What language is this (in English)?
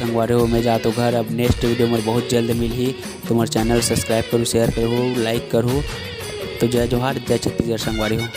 Chhattisgarhi